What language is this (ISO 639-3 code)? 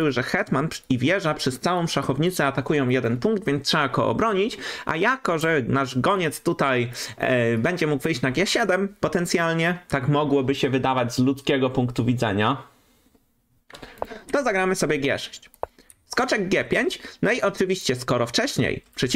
pol